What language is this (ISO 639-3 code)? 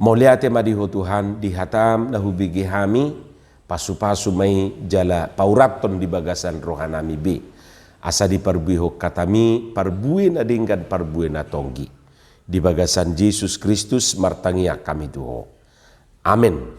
bbc